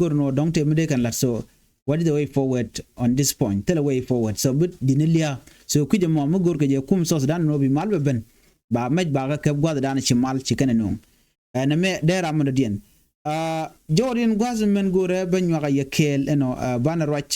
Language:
Nuer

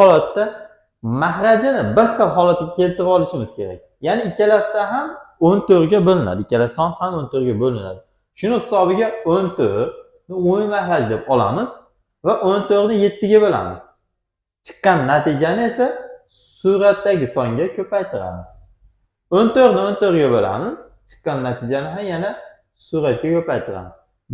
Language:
Uzbek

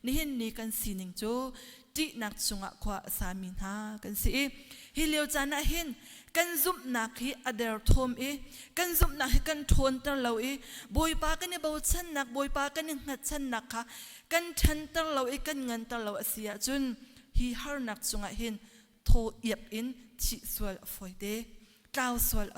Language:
Hakha Chin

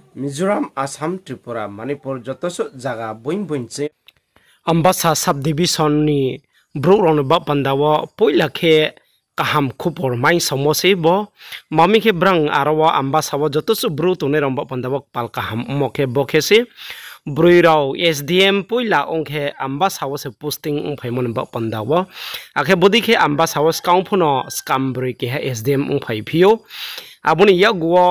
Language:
Riang (India)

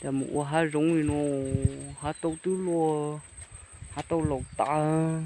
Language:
Hmong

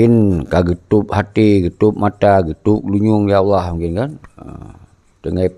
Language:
Achinese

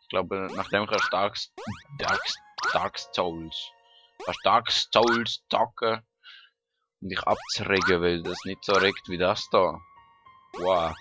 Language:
Swiss German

